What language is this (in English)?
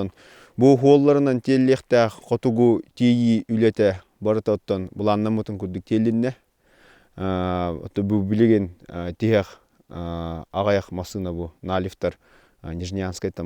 Yakut